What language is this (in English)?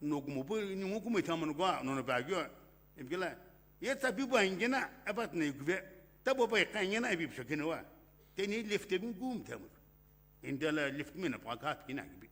Sumi Naga